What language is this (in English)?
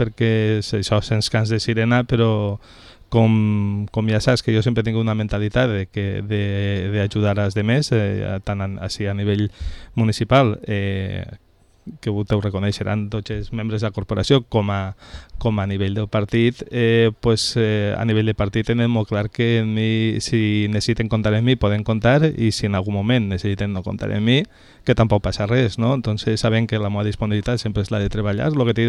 Catalan